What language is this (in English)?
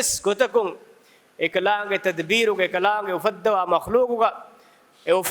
Divehi